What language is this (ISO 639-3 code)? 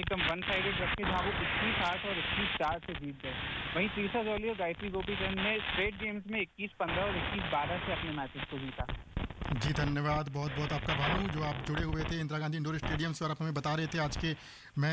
hin